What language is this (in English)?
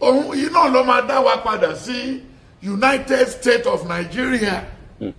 Yoruba